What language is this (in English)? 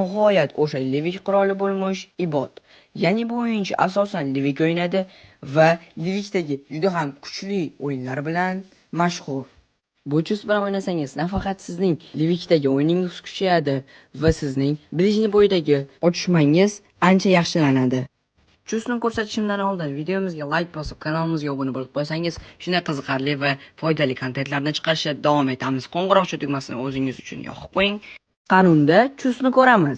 Uzbek